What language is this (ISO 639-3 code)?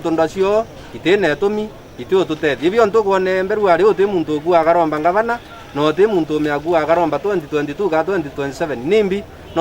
mer